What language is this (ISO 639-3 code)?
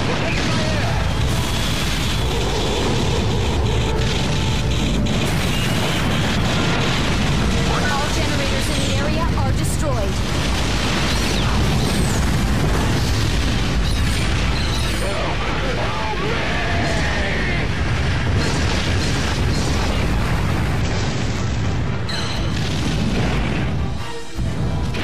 eng